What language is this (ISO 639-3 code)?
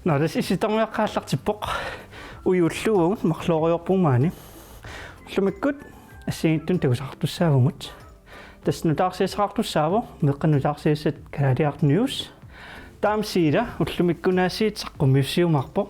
kal